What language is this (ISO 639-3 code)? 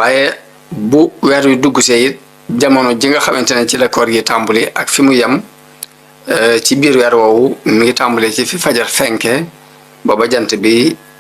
wol